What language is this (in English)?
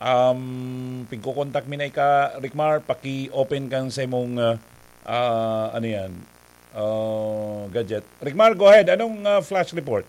Bikol